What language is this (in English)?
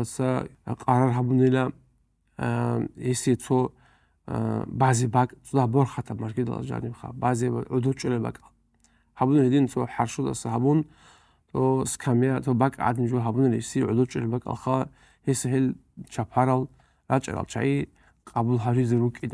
Avaric